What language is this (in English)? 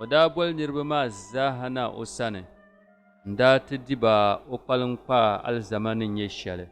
Dagbani